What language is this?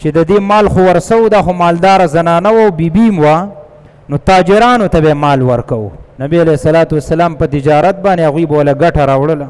Pashto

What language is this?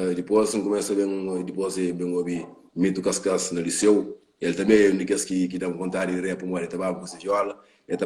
Kabuverdianu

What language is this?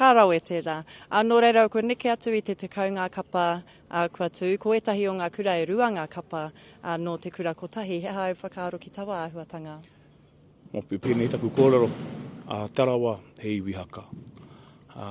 Māori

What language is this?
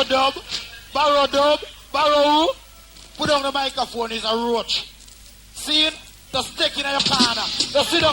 Jamaican Creole English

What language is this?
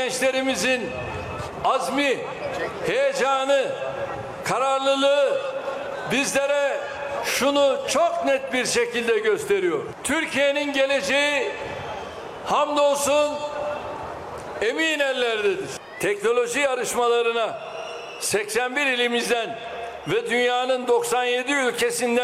Turkish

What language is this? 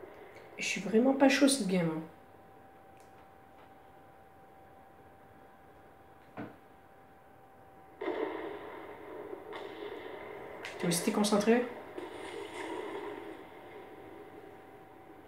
French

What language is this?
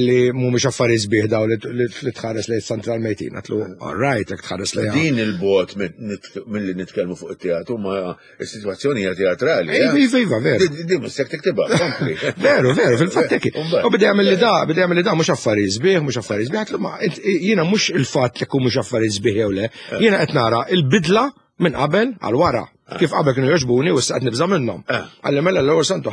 Maltese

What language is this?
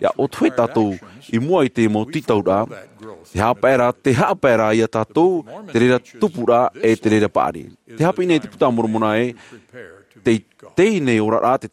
Tahitian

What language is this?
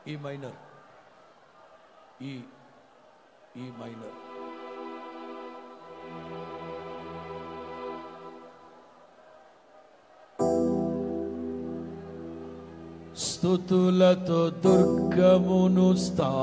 Telugu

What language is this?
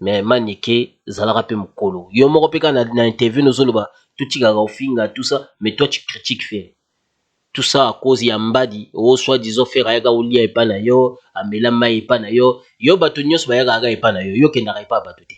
Lingala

